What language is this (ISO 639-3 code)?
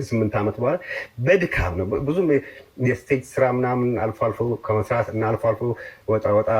amh